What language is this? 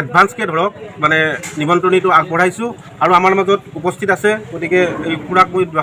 Assamese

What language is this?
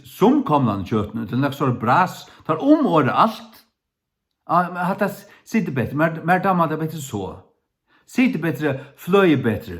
Faroese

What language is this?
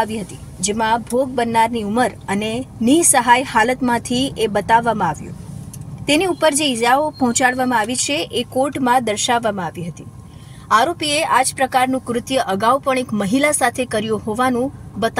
Gujarati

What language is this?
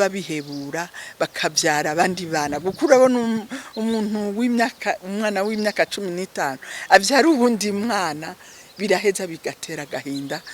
Rundi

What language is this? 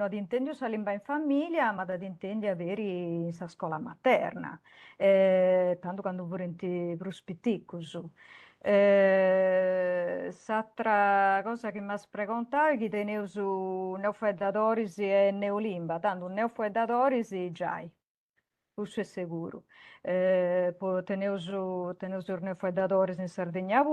Sardinian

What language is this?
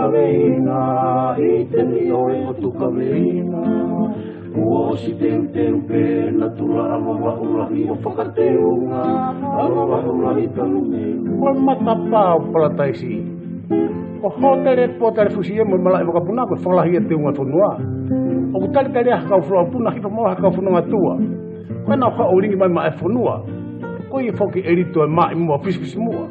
Tongan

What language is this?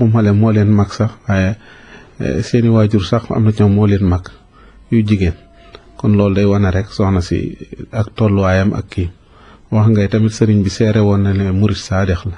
Wolof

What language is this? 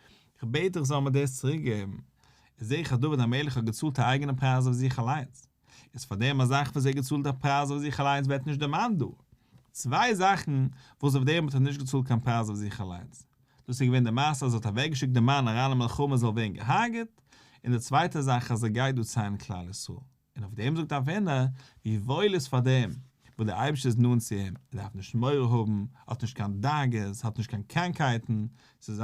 Yiddish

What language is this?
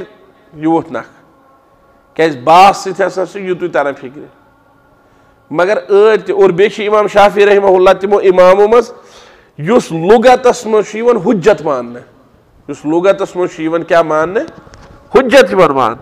Kashmiri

